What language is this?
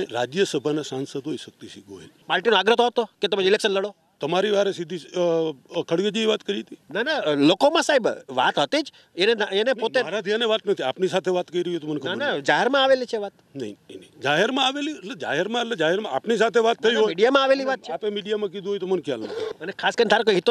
Gujarati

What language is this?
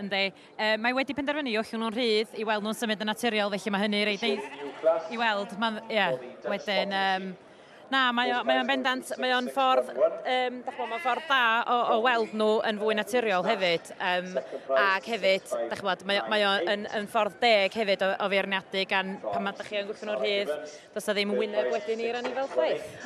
Welsh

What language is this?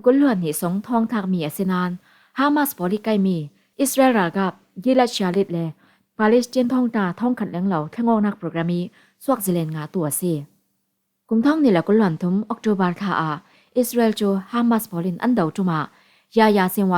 Falam Chin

